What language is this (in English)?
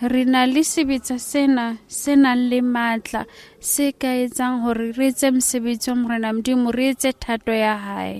Southern Sotho